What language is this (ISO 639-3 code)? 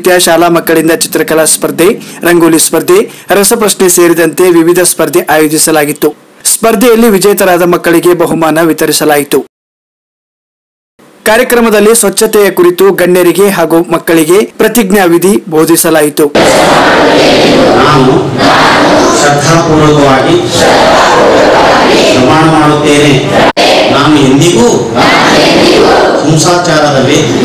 kan